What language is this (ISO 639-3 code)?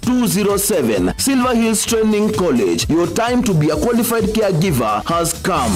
kam